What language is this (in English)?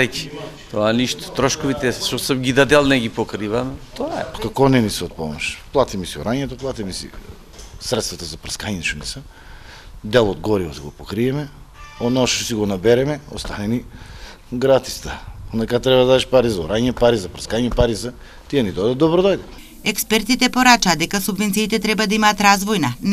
Macedonian